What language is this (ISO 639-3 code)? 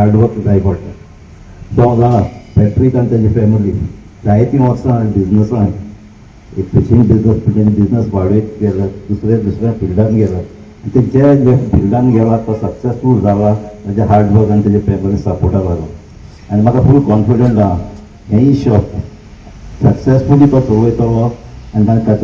kok